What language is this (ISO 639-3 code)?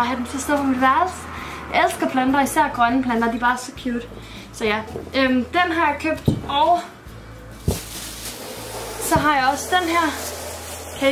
dan